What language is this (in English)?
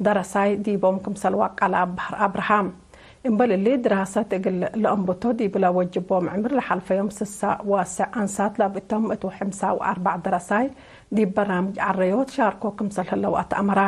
Tigre